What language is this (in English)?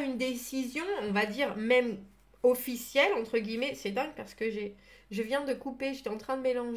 French